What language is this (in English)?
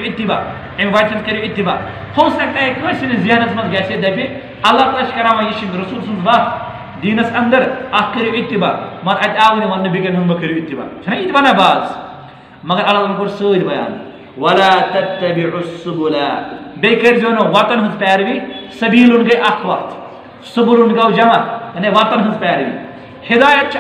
Kashmiri